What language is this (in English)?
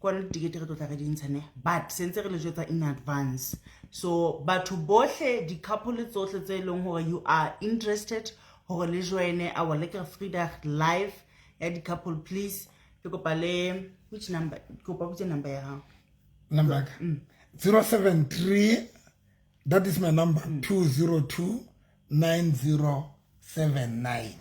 Southern Sotho